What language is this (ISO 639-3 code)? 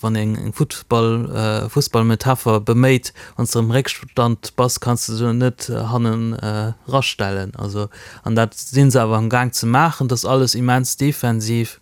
ltz